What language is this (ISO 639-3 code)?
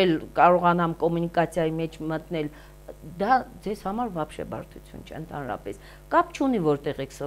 hye